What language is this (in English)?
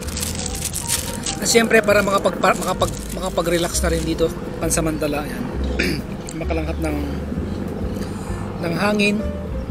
Filipino